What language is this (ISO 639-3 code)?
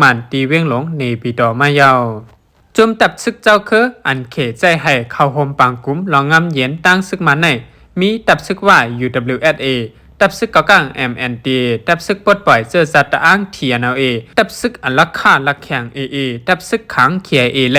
shn